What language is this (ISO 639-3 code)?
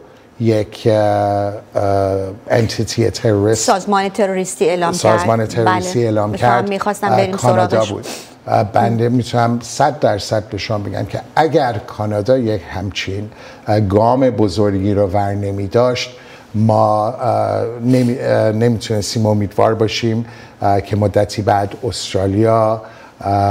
fas